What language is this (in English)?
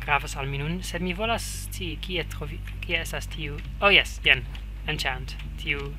Esperanto